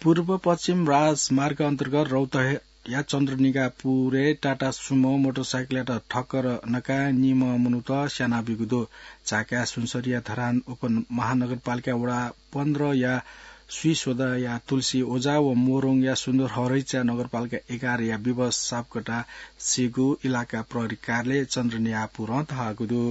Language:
Newari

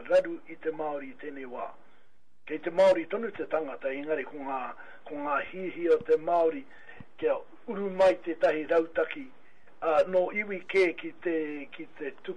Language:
Māori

